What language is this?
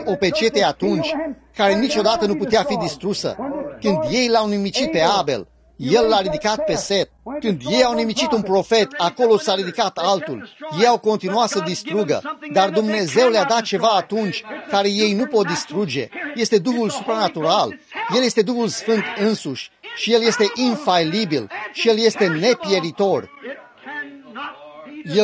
Romanian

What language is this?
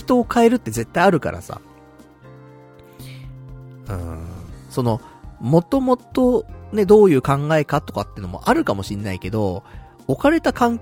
Japanese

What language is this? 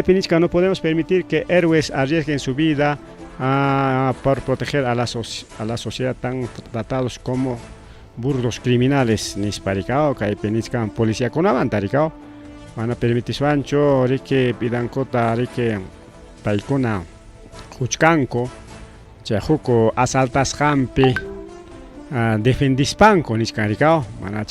Ayacucho Quechua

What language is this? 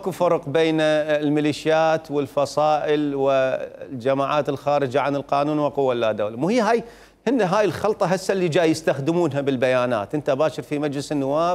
Mesopotamian Arabic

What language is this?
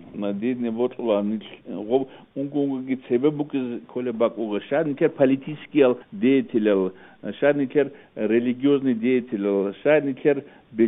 Avaric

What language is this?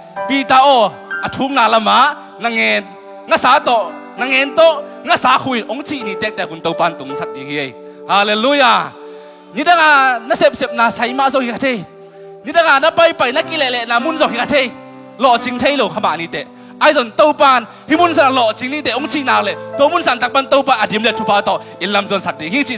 Tedim Chin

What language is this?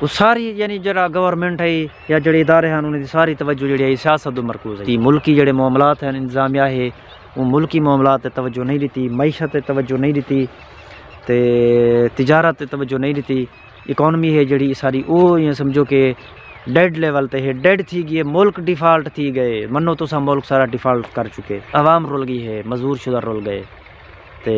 Saraiki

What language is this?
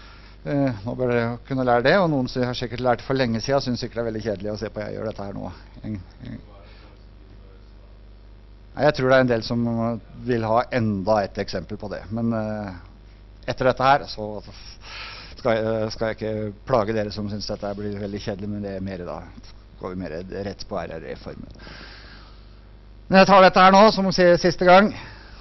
Norwegian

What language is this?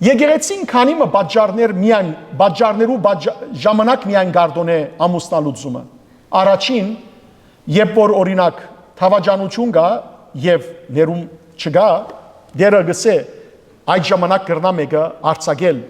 Western Armenian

